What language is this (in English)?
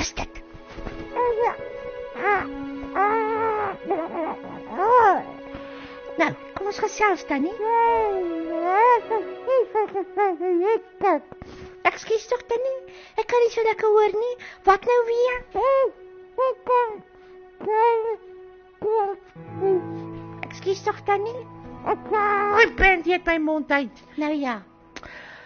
Afrikaans